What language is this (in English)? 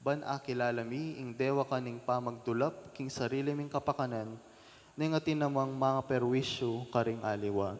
Pampanga